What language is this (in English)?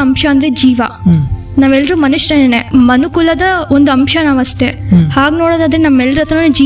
Kannada